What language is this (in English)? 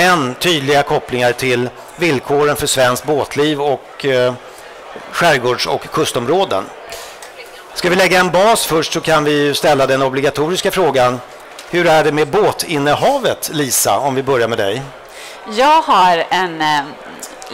Swedish